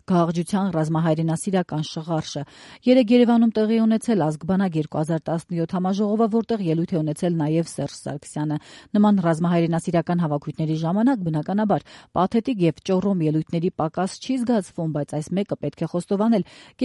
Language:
Armenian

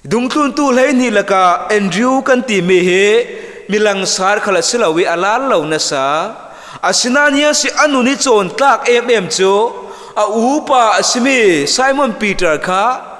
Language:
Falam Chin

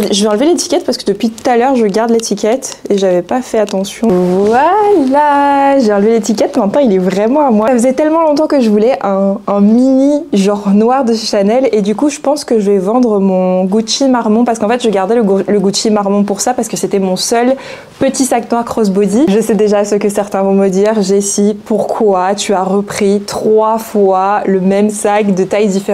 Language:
French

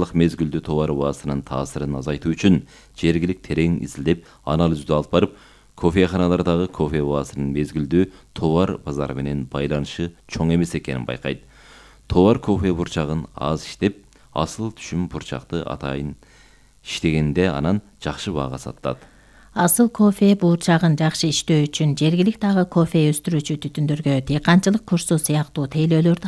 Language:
Kyrgyz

